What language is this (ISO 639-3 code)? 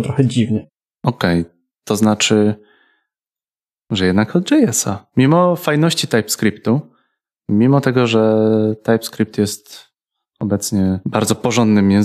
pol